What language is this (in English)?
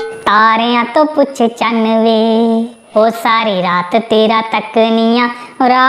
Dogri